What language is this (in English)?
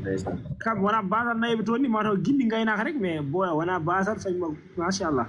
Fula